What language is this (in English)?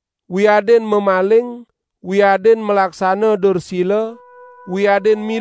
Balinese